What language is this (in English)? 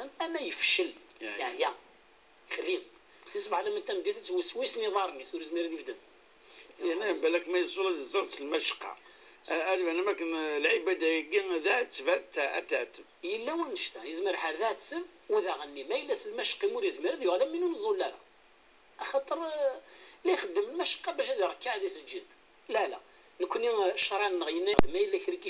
Kabyle